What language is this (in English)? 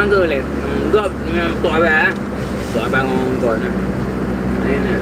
Achinese